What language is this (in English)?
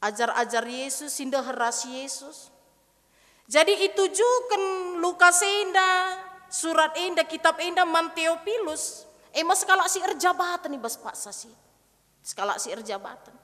Batak Karo